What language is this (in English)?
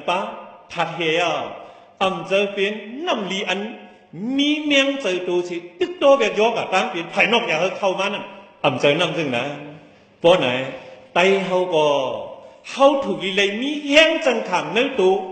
Shan